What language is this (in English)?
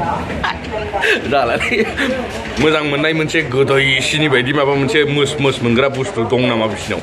Bodo